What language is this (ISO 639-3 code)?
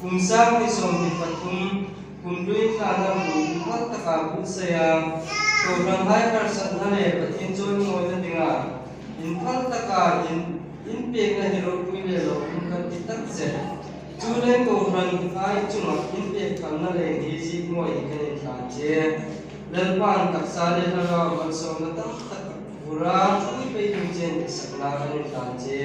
hmr